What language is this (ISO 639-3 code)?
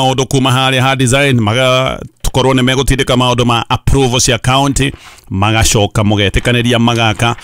kik